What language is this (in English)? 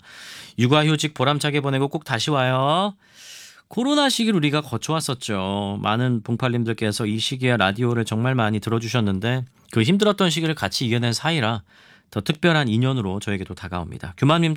Korean